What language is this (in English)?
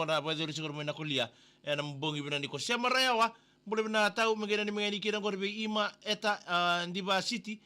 Fijian